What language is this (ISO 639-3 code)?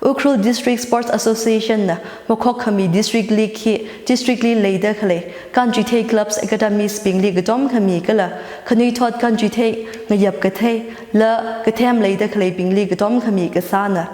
nmf